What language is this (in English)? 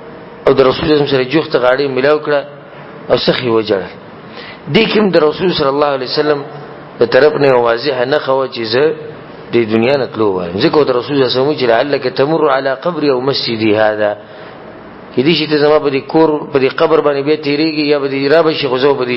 Pashto